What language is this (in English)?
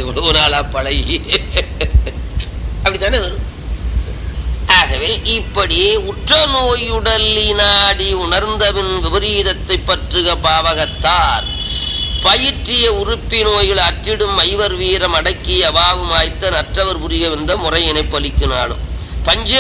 Tamil